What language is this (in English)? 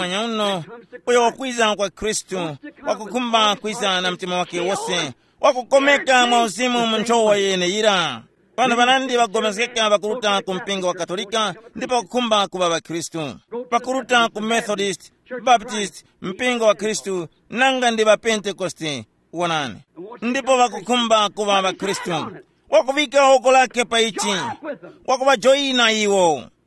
Tumbuka